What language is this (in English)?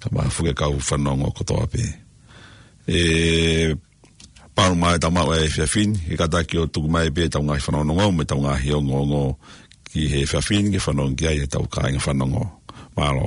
Tongan